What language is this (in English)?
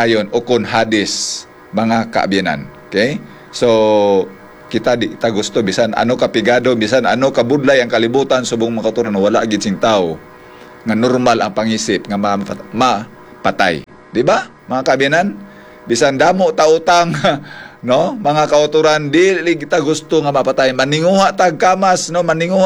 Hiligaynon